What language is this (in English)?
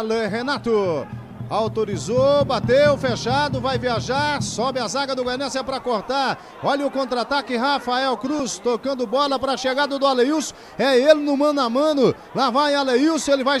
Portuguese